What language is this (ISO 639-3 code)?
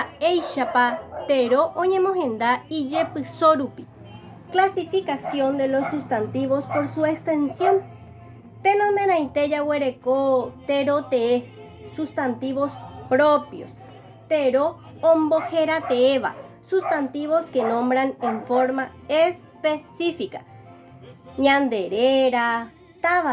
grn